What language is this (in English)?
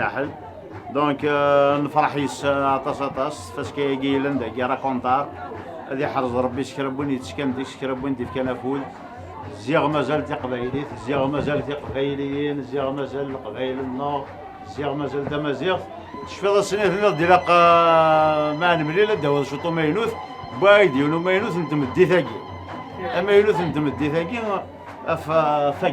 Kabyle